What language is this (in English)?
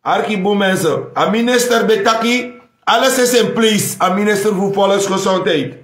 Sranan Tongo